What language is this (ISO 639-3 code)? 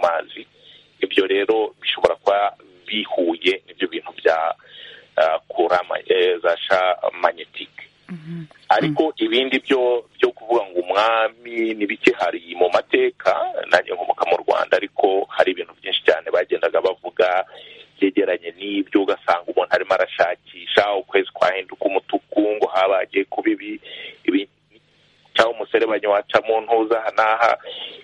kin